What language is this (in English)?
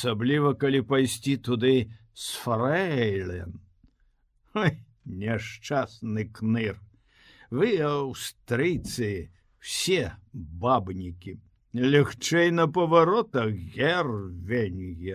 Belarusian